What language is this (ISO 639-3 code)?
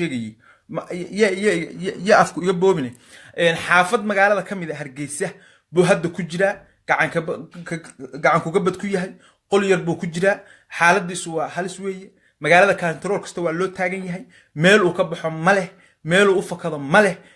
som